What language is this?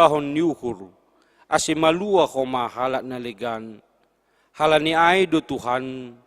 Batak Simalungun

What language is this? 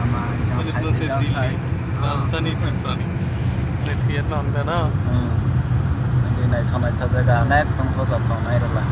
Kok Borok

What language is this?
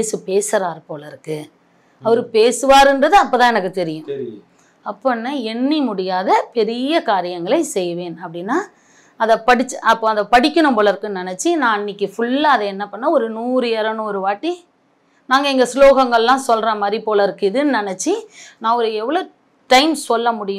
Tamil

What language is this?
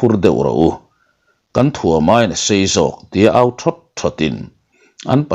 Mizo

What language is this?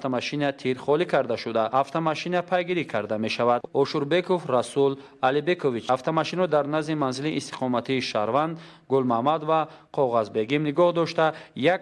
Tajik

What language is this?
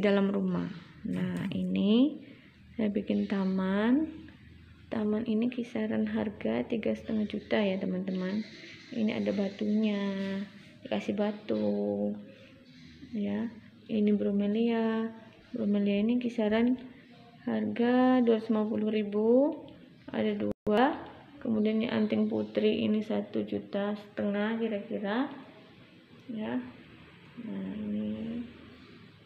Indonesian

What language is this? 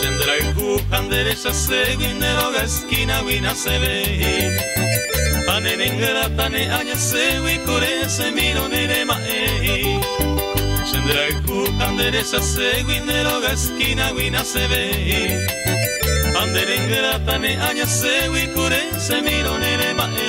Guarani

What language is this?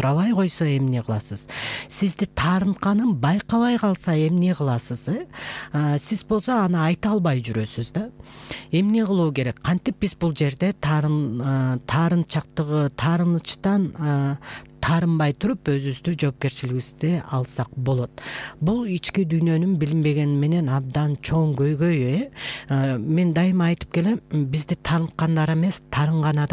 Kyrgyz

